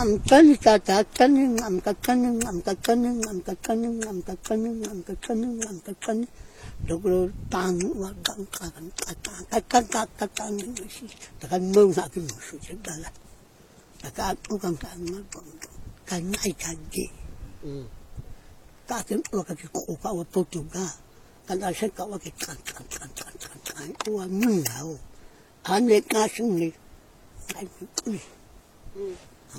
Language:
Vietnamese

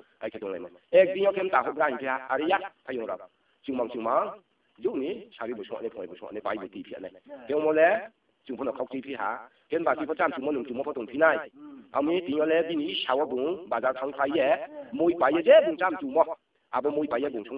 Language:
Riang (India)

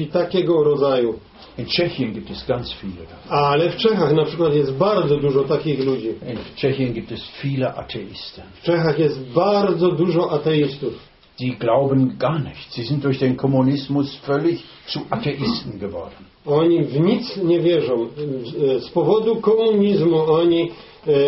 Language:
Polish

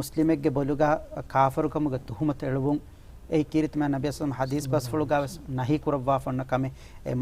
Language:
Divehi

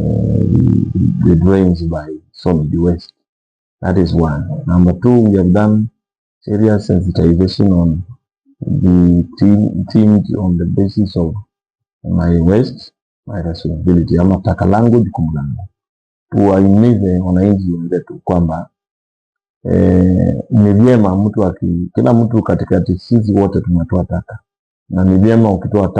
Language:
Gusii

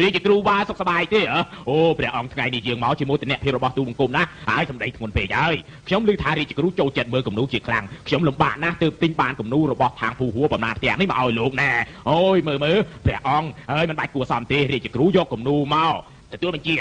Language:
Khmer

